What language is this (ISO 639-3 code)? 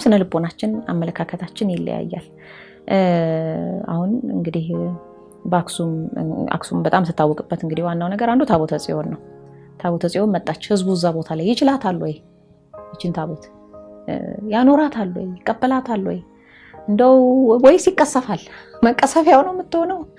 amh